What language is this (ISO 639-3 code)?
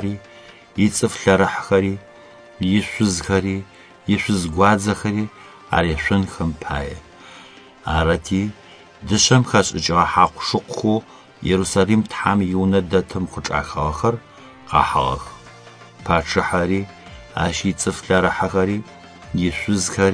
ady